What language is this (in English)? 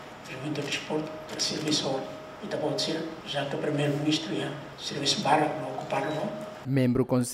Tetum